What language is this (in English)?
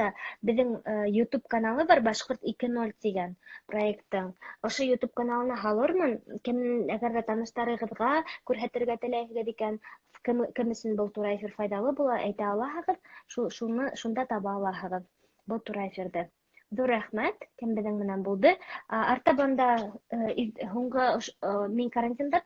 Bashkir